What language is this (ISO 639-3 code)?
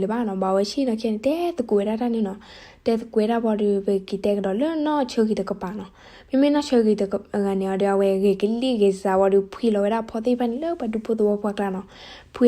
ksw